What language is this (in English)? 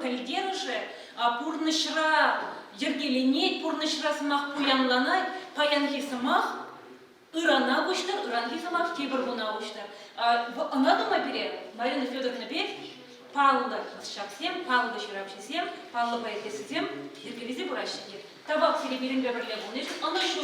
Chuvash